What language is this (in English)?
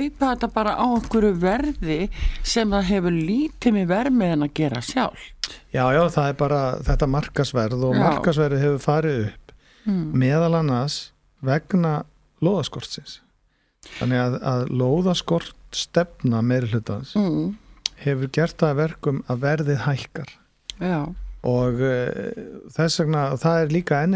Icelandic